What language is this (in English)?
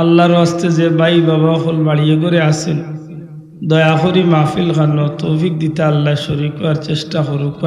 Sylheti